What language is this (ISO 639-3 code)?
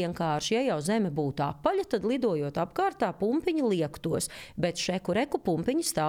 lav